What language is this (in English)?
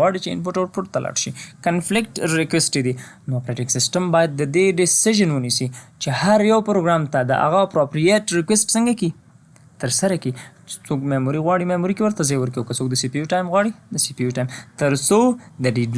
Pashto